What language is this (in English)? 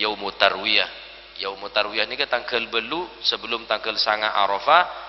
Madurese